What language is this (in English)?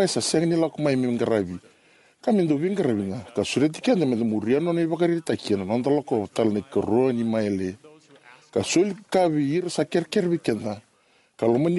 Fijian